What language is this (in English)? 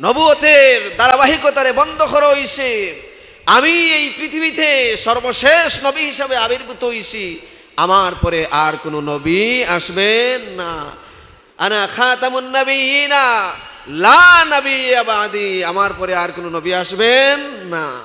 Sylheti